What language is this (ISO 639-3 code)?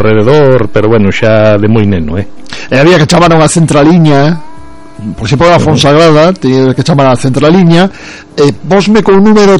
glg